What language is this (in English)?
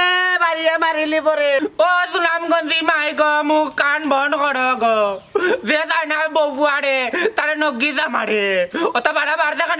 Sylheti